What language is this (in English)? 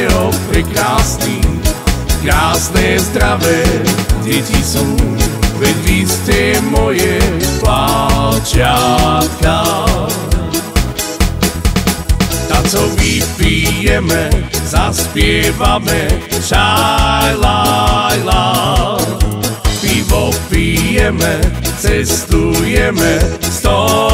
Slovak